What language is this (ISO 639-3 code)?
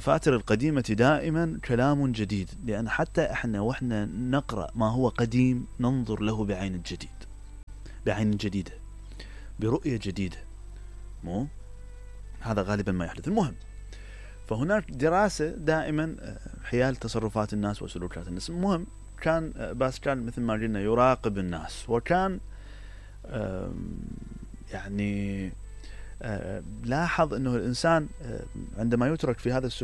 acm